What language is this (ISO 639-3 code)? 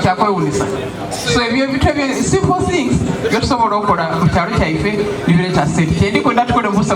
xog